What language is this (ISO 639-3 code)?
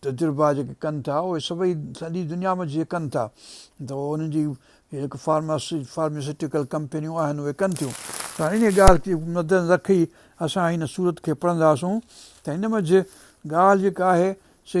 snd